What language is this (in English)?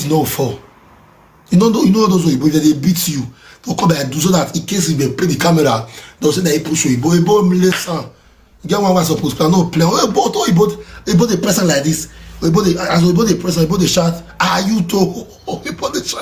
Nigerian Pidgin